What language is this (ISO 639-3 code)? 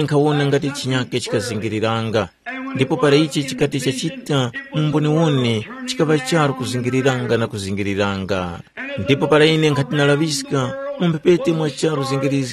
tum